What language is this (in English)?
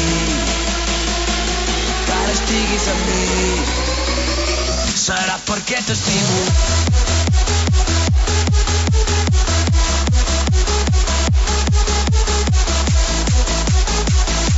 Catalan